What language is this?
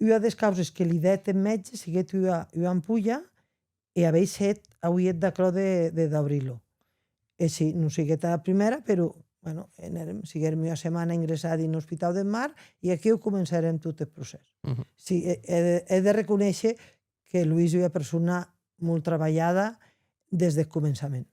Occitan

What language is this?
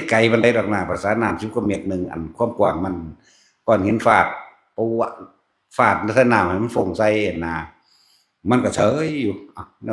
Northeastern Thai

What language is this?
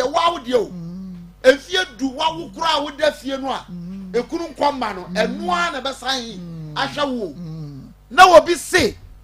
Akan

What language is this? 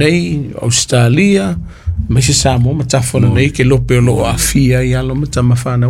Samoan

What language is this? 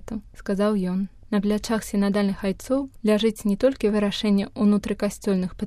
Belarusian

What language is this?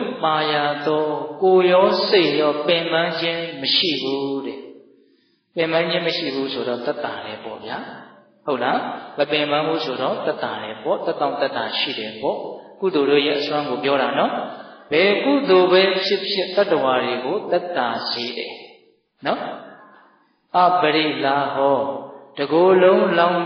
Burmese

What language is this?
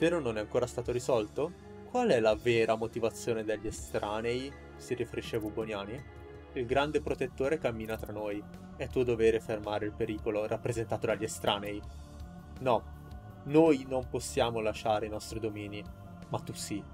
Italian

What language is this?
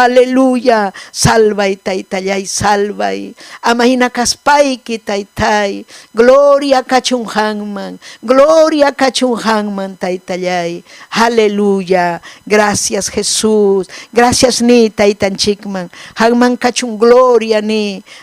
Ayacucho Quechua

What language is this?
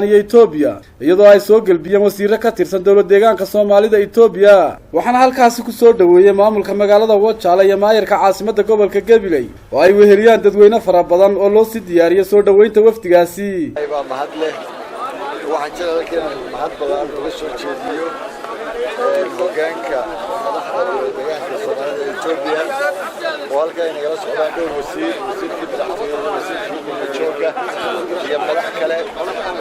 Somali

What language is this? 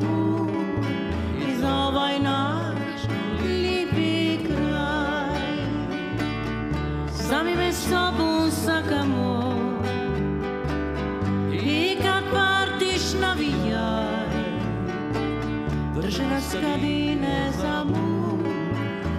Croatian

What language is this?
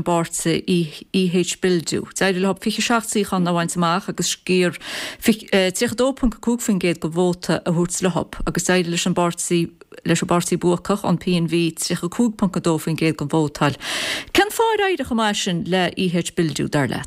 Irish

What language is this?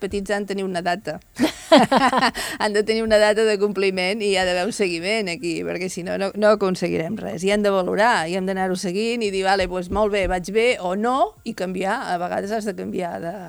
Catalan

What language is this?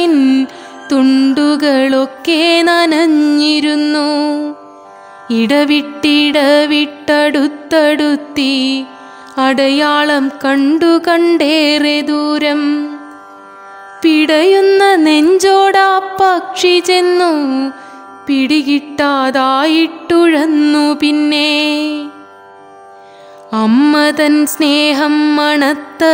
Malayalam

